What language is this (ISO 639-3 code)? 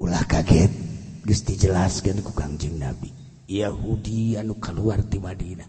sun